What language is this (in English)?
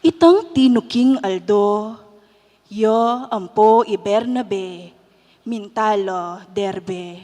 Pampanga